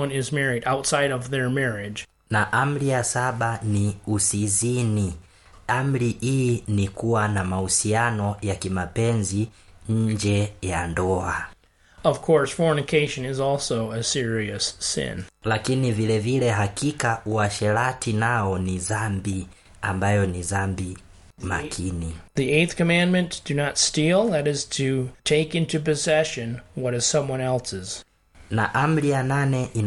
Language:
Swahili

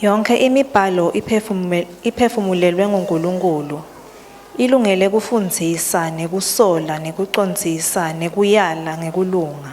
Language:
Swati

